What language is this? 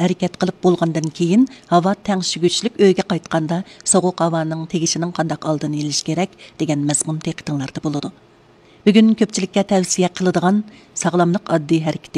Uyghur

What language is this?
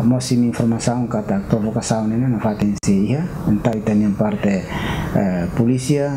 Tetum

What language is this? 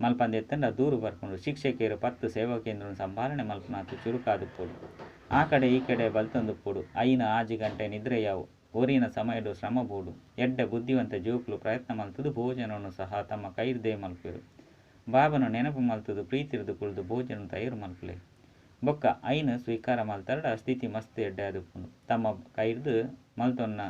Tulu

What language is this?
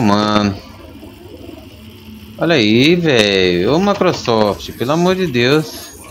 Portuguese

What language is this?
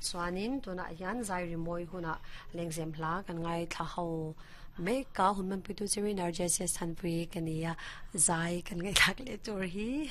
Mizo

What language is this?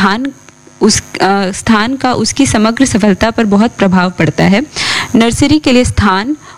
Hindi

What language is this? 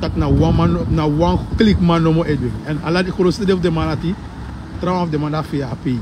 Sranan Tongo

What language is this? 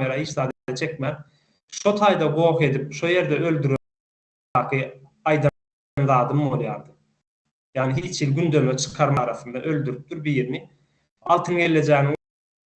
Turkmen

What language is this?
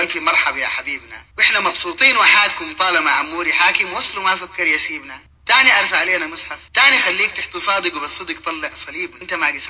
Sudanese Arabic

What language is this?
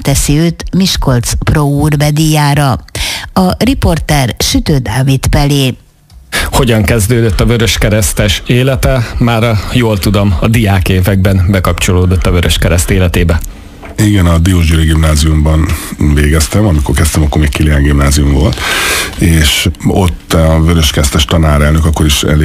Hungarian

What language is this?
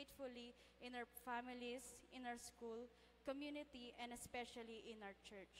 Pampanga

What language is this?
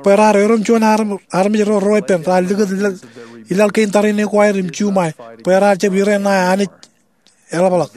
Marshallese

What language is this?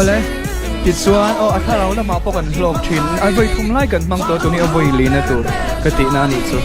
Mizo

